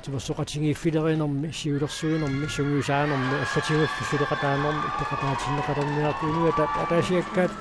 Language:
Kalaallisut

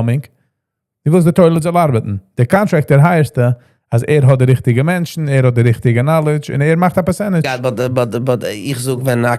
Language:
Yiddish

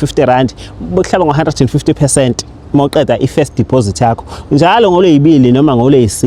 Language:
Zulu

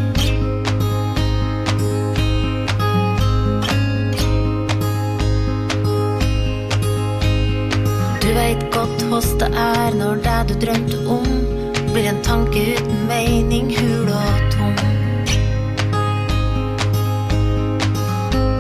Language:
Norwegian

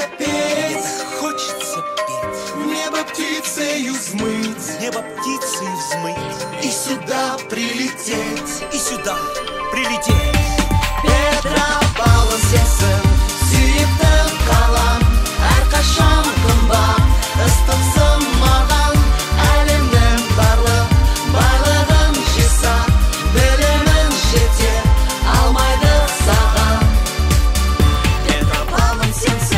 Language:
Kazakh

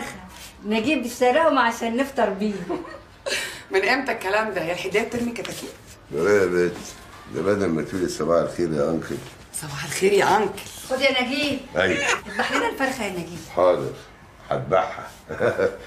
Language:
Egyptian Arabic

